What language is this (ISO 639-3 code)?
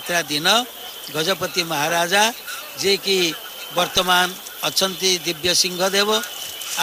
ori